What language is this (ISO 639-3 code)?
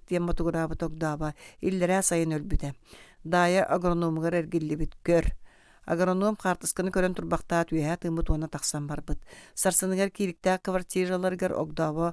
sah